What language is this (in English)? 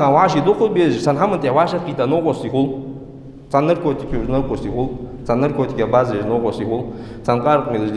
Ingush